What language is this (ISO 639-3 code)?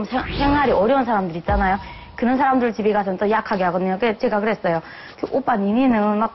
kor